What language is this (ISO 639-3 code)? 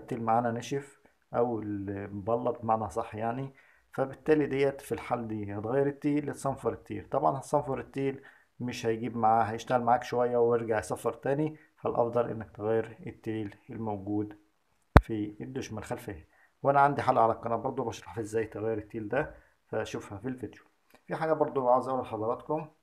arz